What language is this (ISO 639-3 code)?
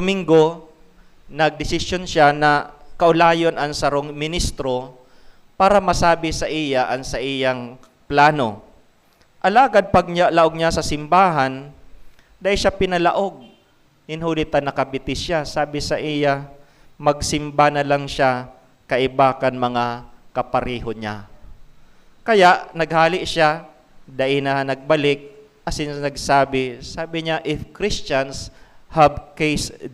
bik